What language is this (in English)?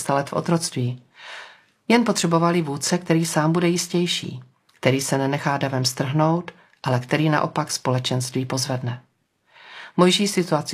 Czech